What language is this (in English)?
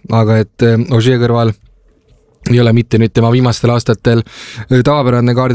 Estonian